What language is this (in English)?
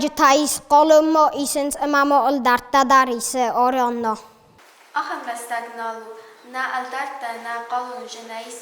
Ossetic